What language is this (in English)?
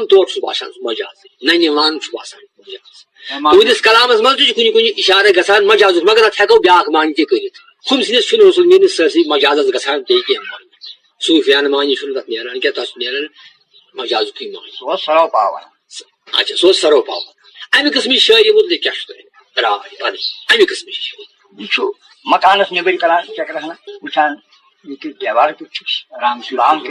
Kashmiri